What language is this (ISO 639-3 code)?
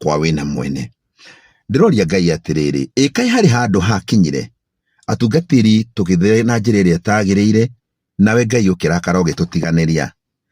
kik